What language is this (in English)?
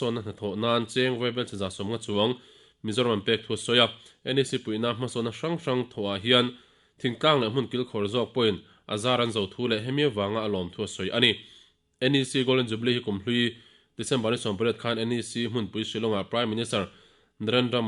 Mizo